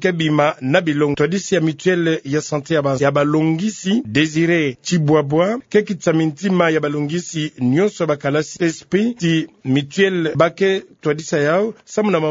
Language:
Kituba (Democratic Republic of Congo)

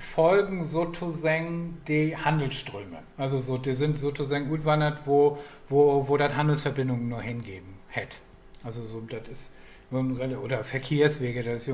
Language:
Low German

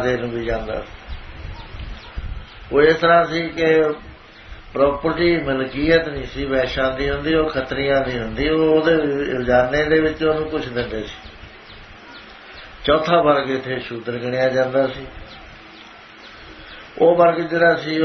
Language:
Punjabi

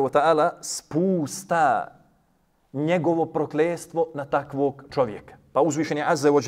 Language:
Bosnian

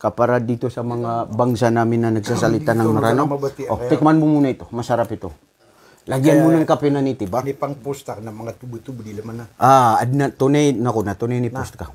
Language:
Maranao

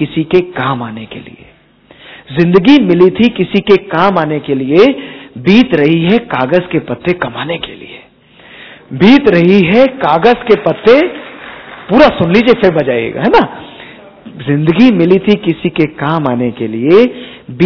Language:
Hindi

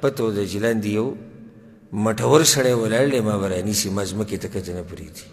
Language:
Pashto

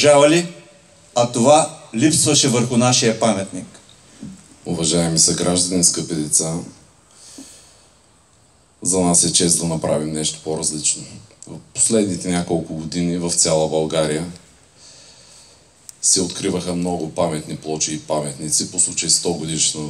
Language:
Bulgarian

